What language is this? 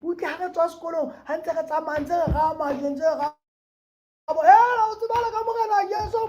Southern Sotho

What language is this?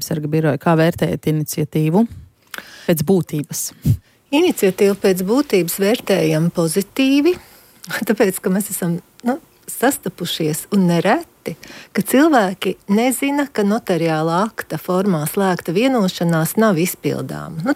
Latvian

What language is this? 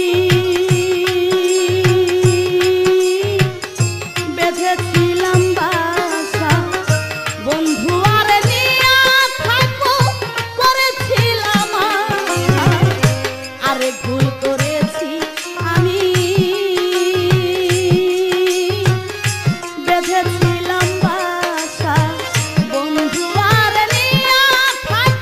Bangla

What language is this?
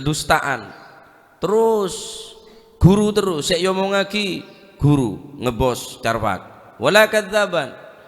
Madurese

